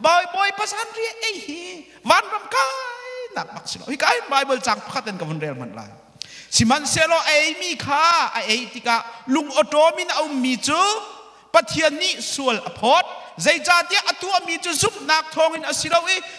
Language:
Hakha Chin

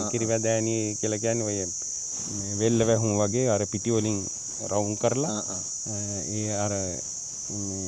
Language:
Sinhala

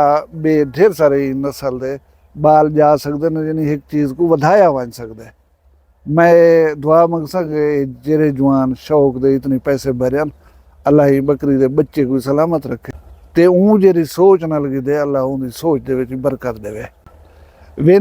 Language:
Saraiki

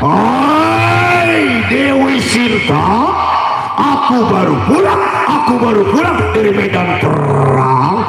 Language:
Betawi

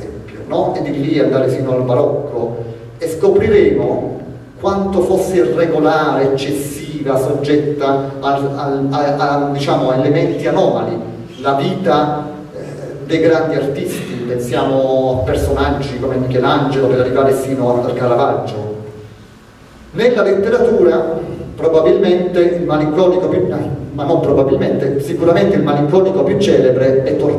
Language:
Italian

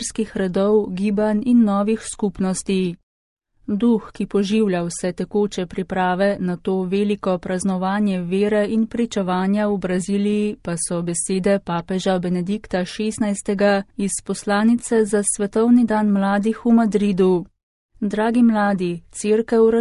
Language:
Slovenian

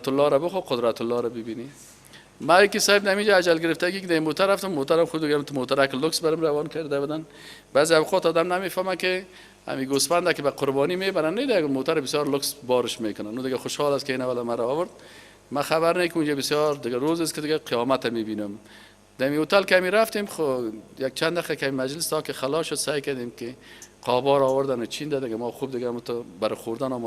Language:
Persian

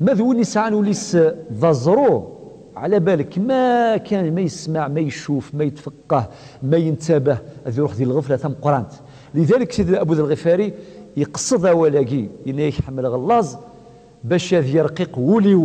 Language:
Kabyle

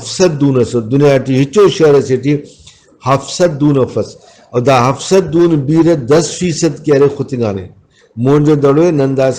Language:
Brahui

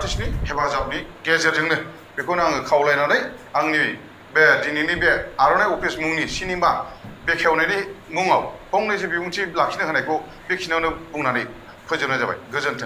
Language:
Bodo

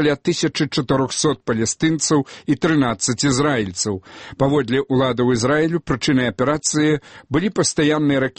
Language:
Belarusian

